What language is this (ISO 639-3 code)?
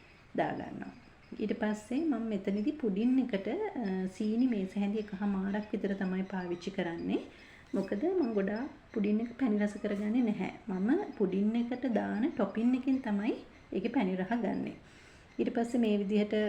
sin